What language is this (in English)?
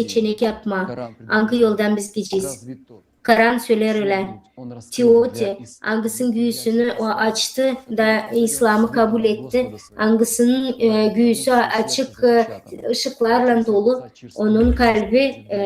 Gagauz